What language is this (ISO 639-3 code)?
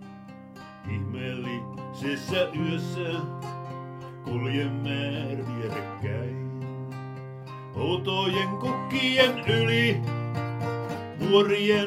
fin